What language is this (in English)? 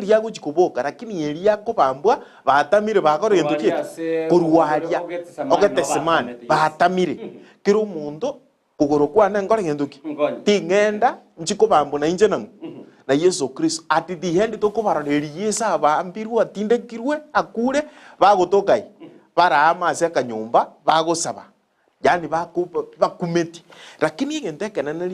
Gusii